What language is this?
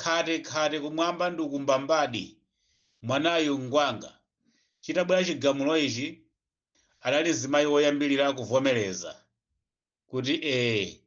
Nyanja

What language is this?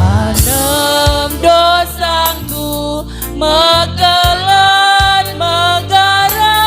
Batak Karo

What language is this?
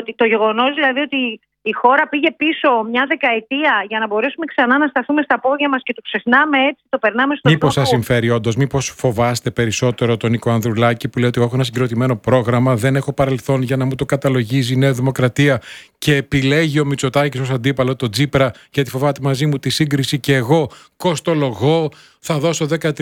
Greek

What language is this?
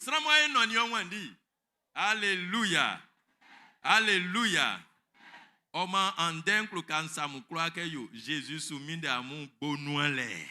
Baoulé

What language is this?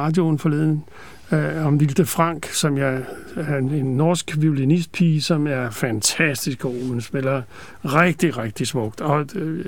Danish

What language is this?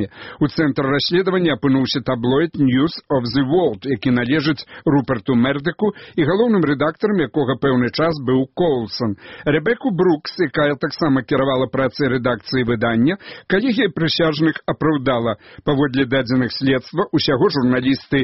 Belarusian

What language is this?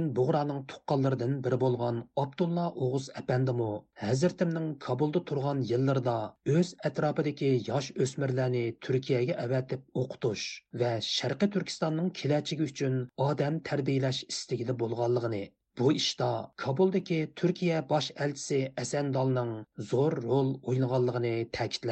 Uyghur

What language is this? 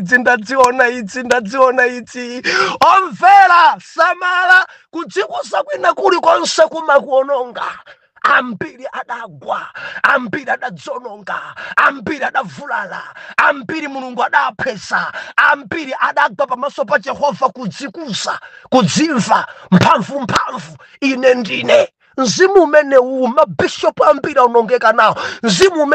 Nyanja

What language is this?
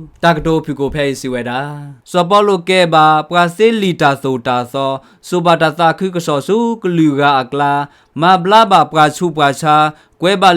S'gaw Karen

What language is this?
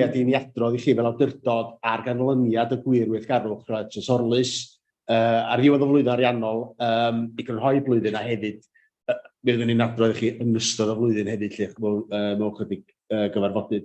Welsh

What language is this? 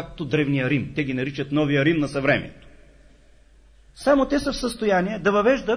Bulgarian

